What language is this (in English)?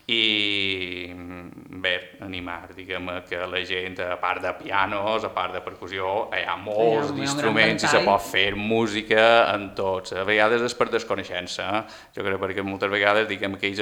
Catalan